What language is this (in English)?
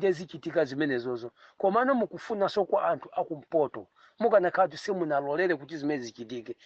Nyanja